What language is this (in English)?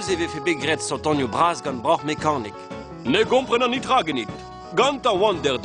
Breton